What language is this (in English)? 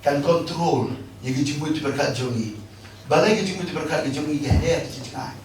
Khasi